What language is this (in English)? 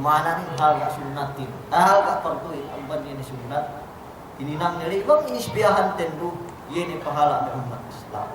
Yakan